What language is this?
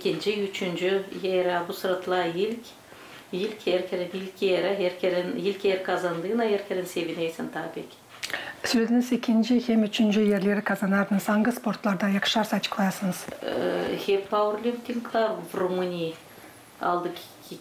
Gagauz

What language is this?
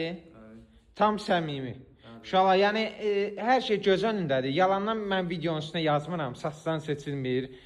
Azerbaijani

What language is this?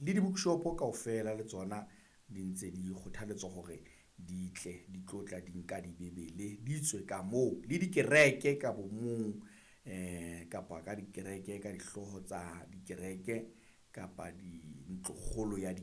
Southern Sotho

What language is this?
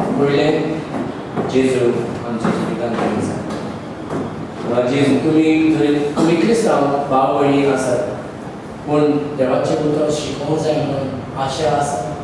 Konkani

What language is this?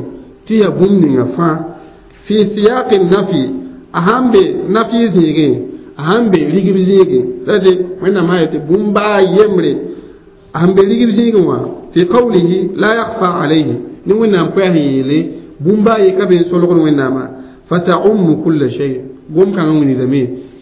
Mossi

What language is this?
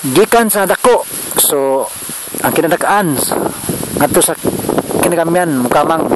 Cebuano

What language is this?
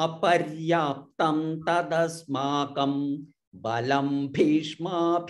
Sanskrit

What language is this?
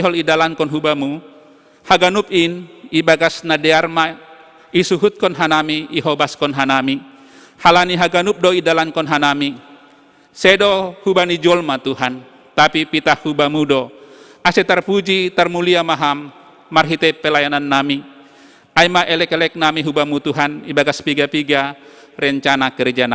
Batak Simalungun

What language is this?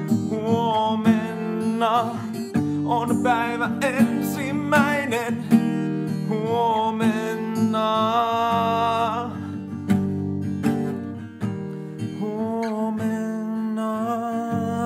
Finnish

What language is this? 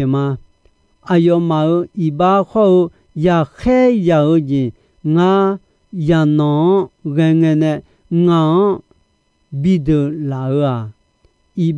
Akha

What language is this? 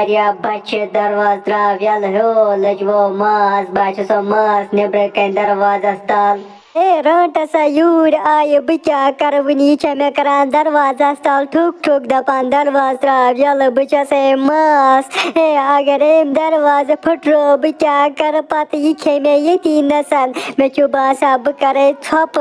Kashmiri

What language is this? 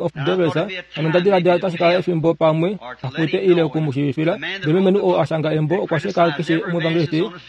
Kuanyama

